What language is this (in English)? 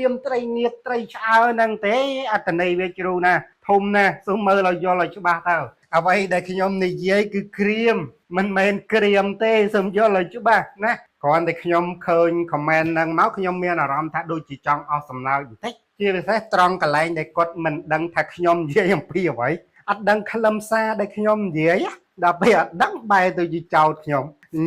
Khmer